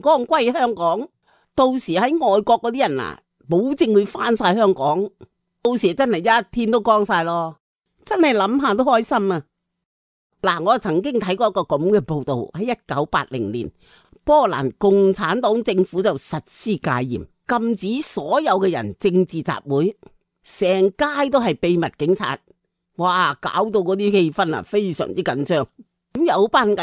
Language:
Cantonese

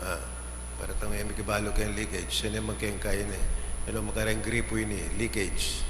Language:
Pampanga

